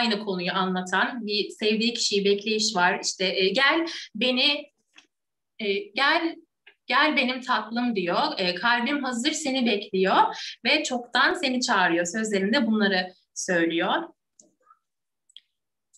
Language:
Turkish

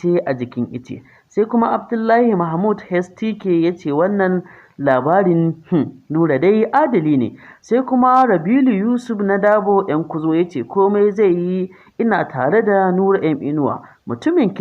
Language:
Hausa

